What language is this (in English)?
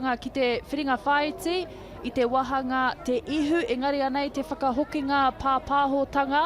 Māori